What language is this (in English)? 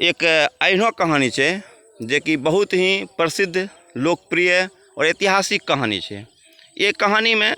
Angika